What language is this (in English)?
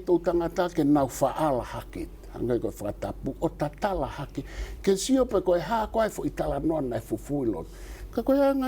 Tongan